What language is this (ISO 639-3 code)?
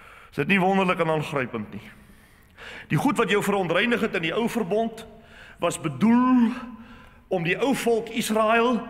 afr